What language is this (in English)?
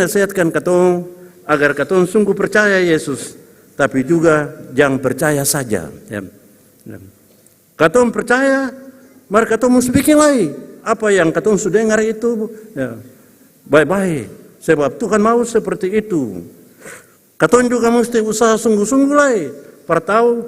Ambonese Malay